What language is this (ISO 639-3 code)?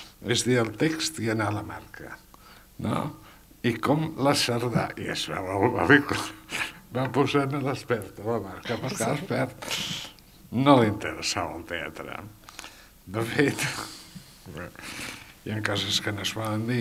cat